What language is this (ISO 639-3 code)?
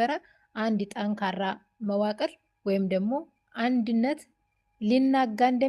amh